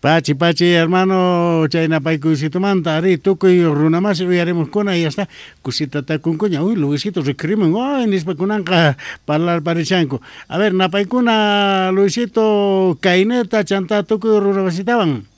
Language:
South Bolivian Quechua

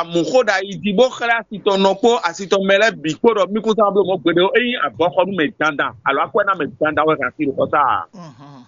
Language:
Fon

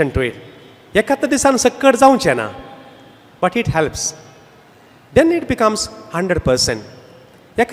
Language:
Konkani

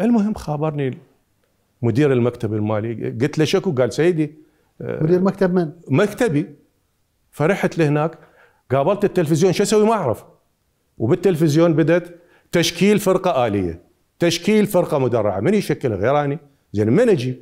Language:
Mesopotamian Arabic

